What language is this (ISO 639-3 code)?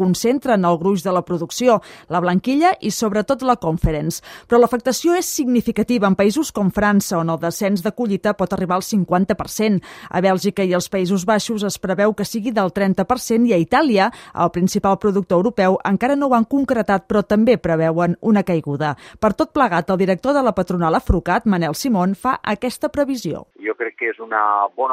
cat